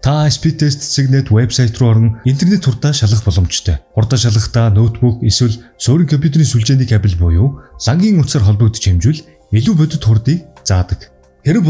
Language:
Mongolian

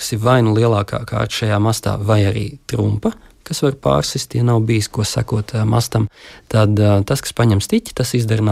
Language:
Latvian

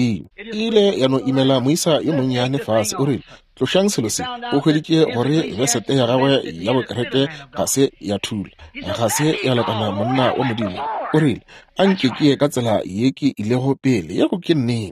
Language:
Northern Sotho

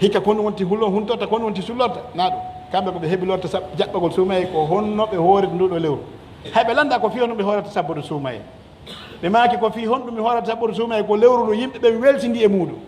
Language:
Pular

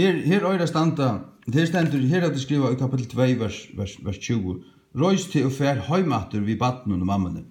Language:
Faroese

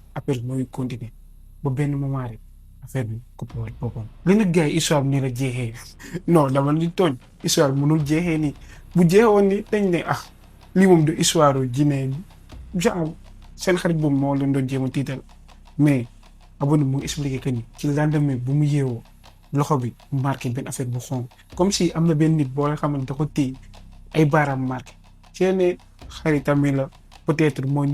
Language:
Wolof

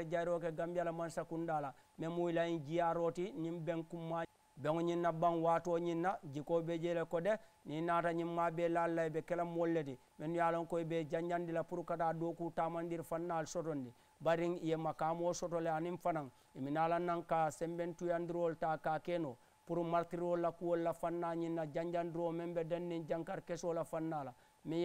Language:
Mandingo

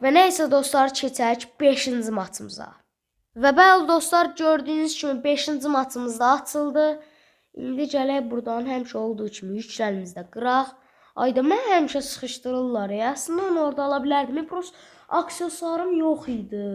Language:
Azerbaijani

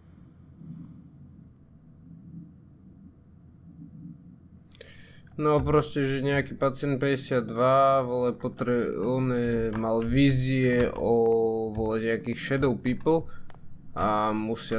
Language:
Slovak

